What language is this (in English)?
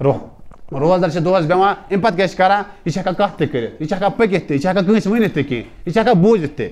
Kashmiri